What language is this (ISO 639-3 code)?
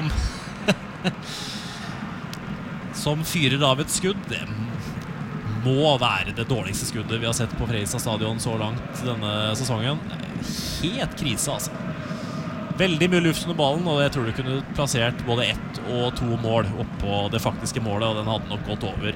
nor